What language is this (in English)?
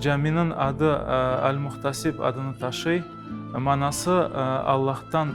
Crimean Tatar